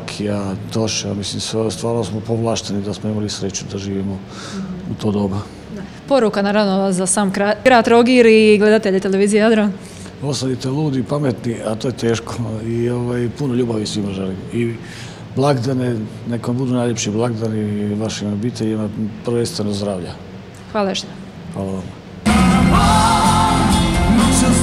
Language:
Croatian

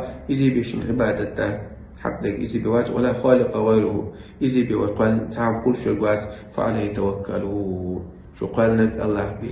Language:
Chechen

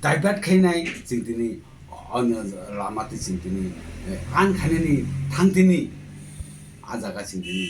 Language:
Kok Borok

